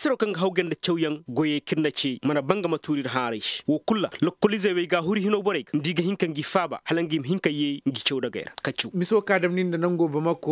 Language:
Koyraboro Senni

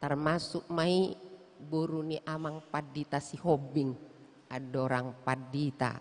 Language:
Batak Toba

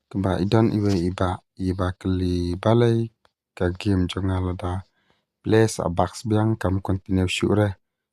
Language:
Khasi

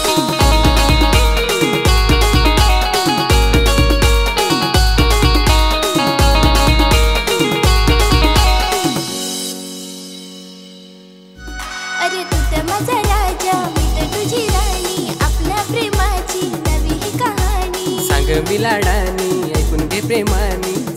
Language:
Marathi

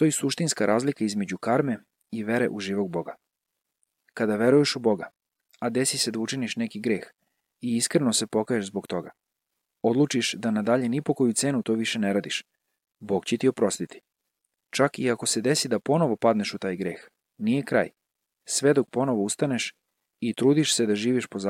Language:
Serbian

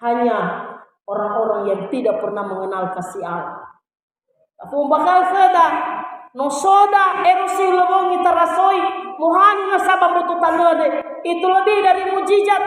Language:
Nias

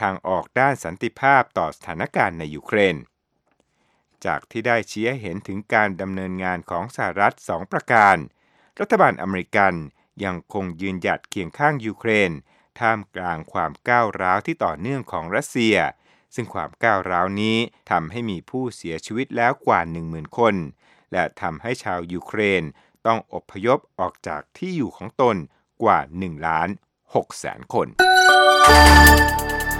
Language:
Thai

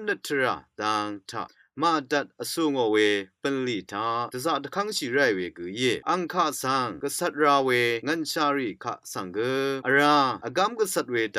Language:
Rawang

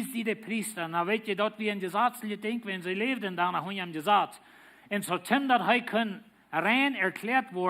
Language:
Plautdietsch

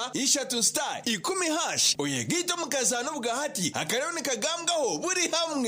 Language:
Nyankole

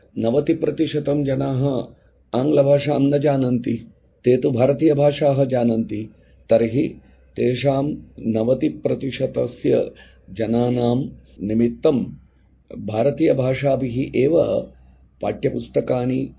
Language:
Sanskrit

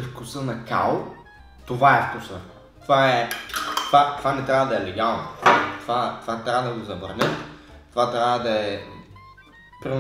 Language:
Bulgarian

